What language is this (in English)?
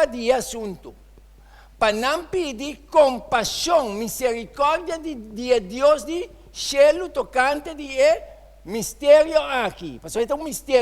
Papiamento